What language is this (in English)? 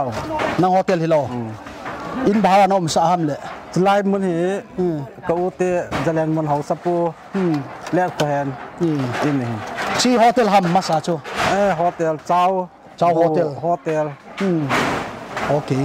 Paite Chin